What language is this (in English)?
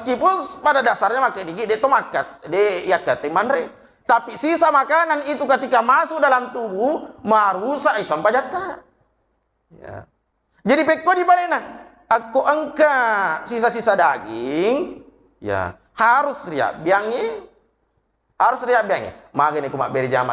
Buginese